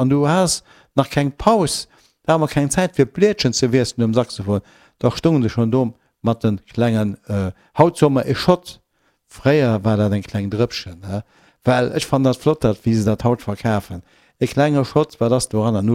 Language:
Luxembourgish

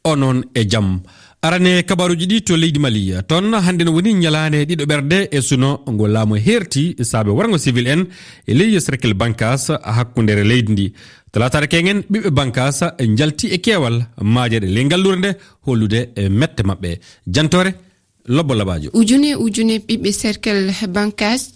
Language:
Fula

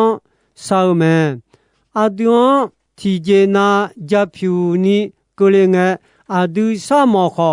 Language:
Akha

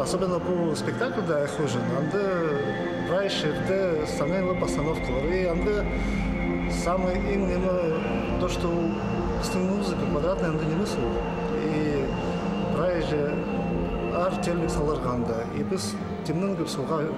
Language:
Khakas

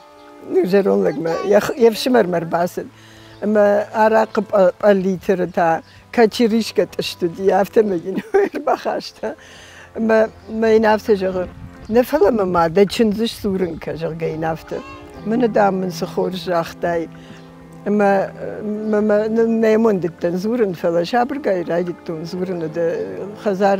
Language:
Ossetic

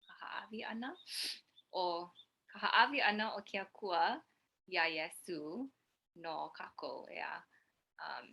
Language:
Hawaiian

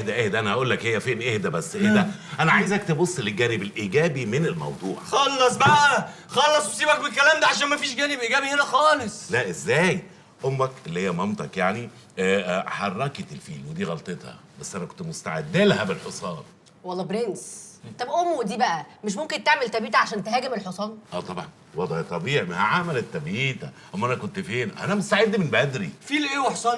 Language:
Egyptian Arabic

